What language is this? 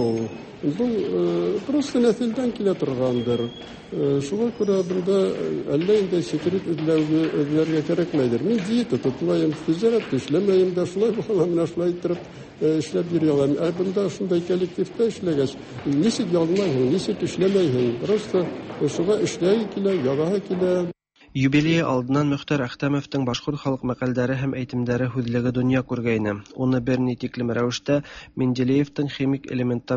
Tatar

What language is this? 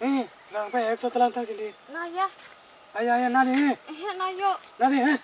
Kok Borok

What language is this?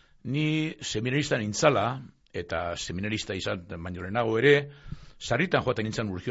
Basque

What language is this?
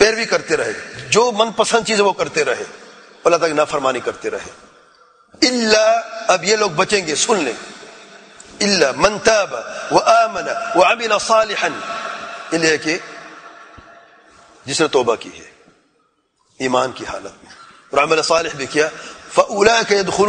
Urdu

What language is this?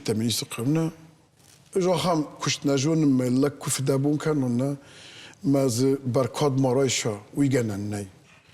Ossetic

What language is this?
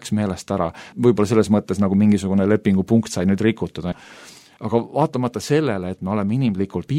Estonian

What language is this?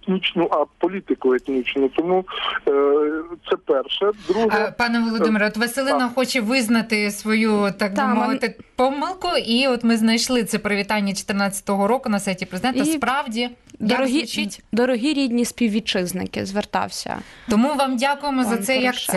Ukrainian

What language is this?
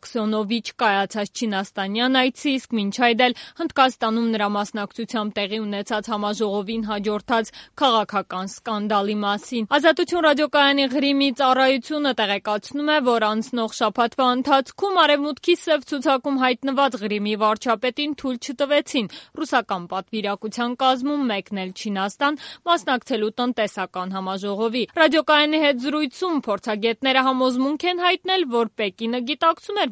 Armenian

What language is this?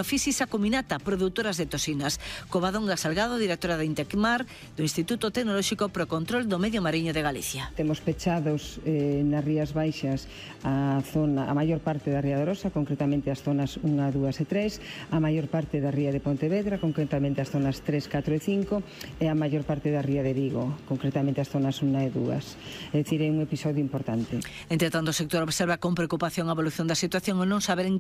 Galician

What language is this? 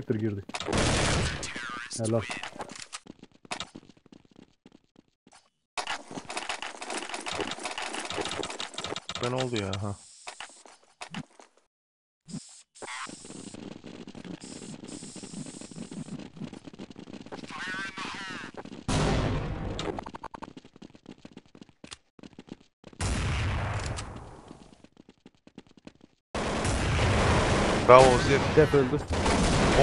Turkish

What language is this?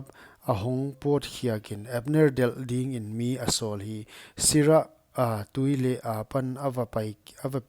Paite Chin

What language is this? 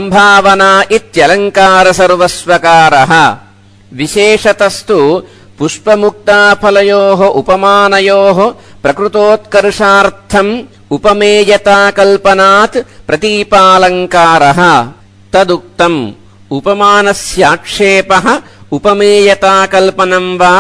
Sanskrit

